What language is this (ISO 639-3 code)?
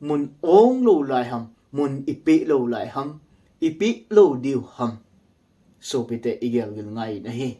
tcz